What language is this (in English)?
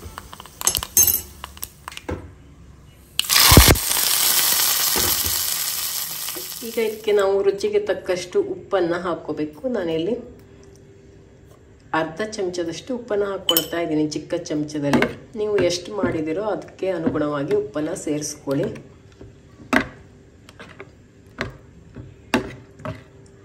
Kannada